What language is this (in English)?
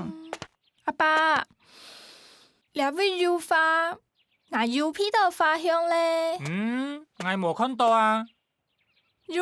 Hakka Chinese